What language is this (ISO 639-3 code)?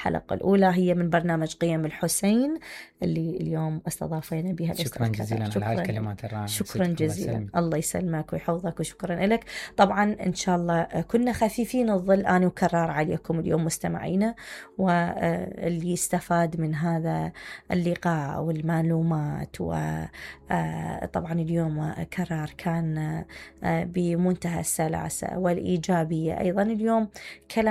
acm